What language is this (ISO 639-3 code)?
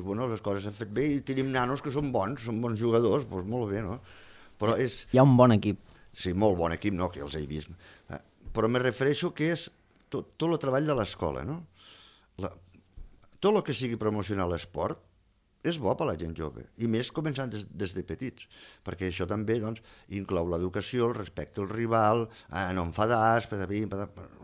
cat